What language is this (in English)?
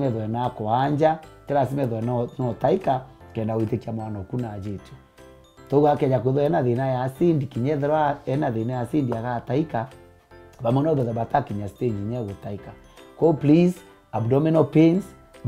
Meru